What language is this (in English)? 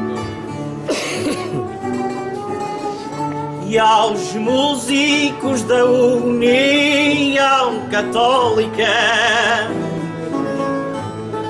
Portuguese